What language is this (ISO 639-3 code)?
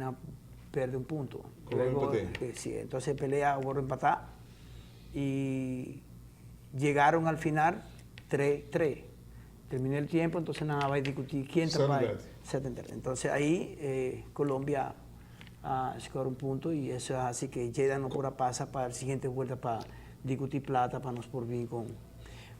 pap